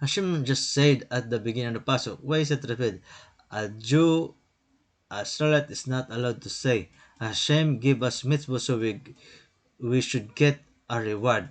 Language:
Waray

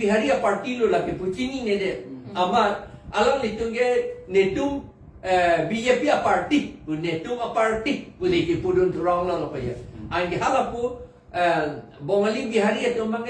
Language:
Karbi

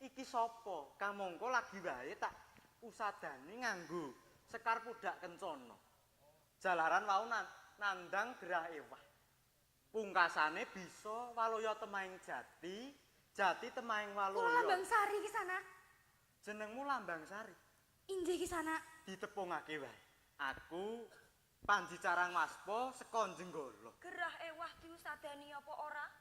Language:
Javanese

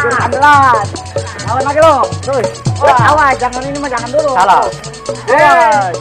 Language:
Betawi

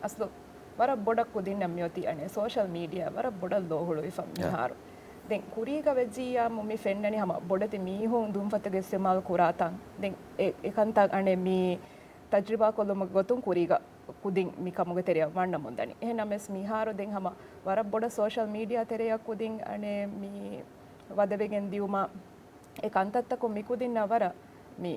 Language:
Divehi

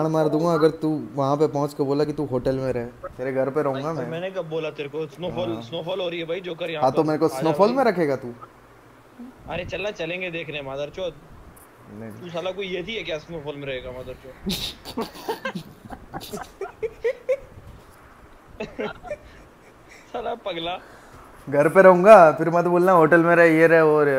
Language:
Hindi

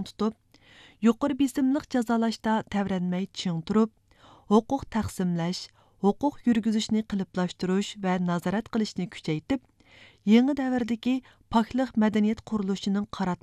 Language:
Uyghur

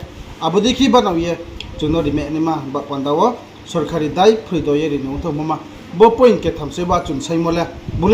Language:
Riang (India)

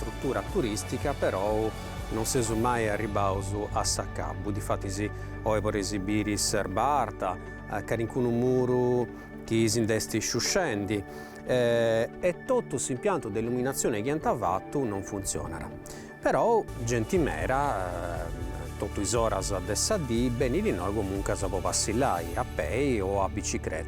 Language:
Sardinian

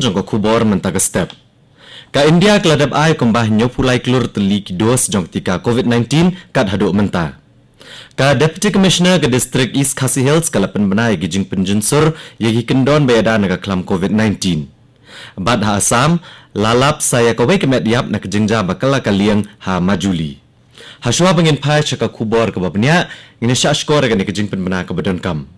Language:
Khasi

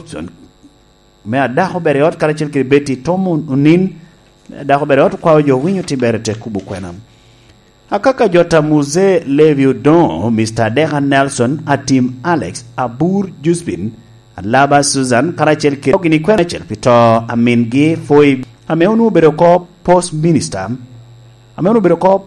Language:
Lango (Uganda)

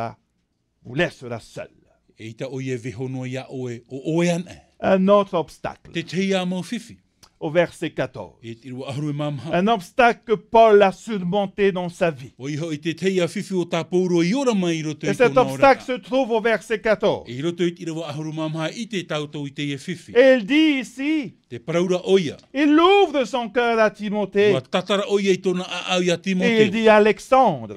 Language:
Tahitian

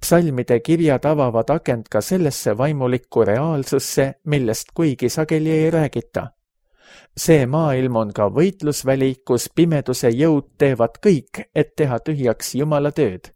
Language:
Estonian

